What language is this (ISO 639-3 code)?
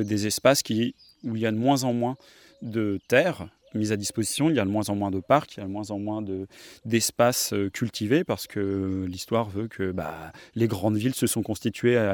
fra